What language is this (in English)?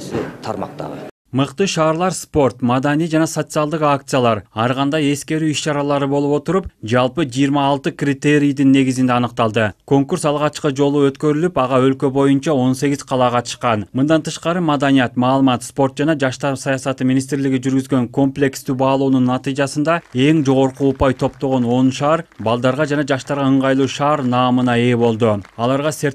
Kyrgyz